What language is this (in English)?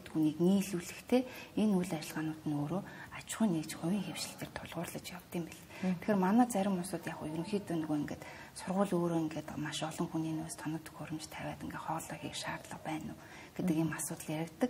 Mongolian